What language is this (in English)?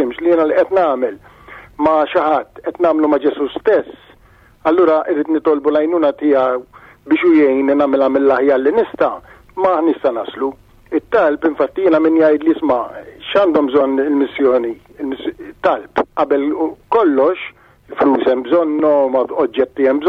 Maltese